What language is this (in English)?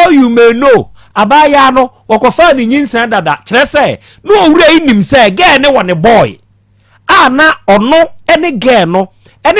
Akan